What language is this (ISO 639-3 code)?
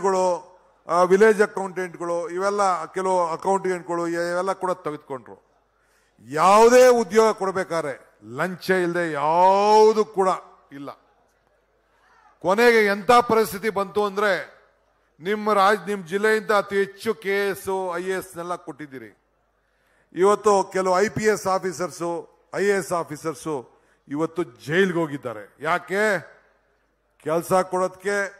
kan